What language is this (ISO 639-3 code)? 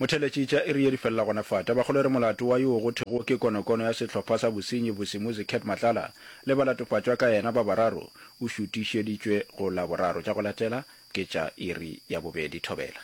nso